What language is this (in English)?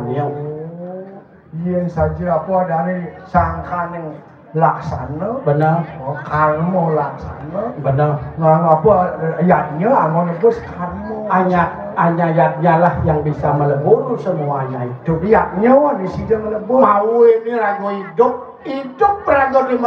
Balinese